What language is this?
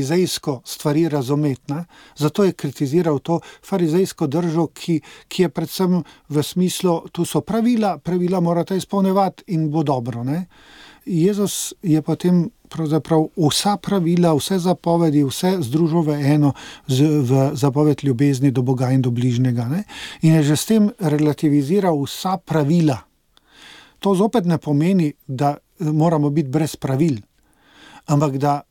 Slovenian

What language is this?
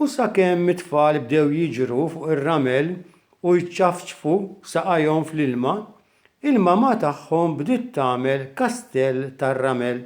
Maltese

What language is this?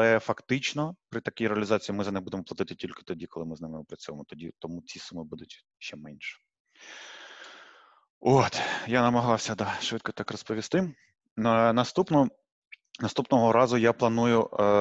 Ukrainian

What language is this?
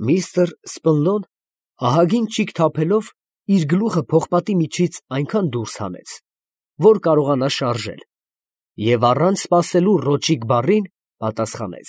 Armenian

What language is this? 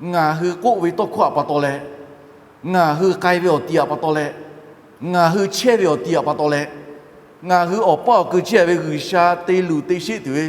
Lahu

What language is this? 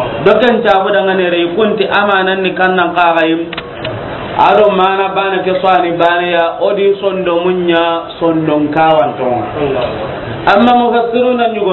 Soninke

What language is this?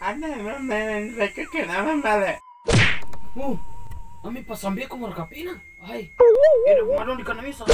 Duri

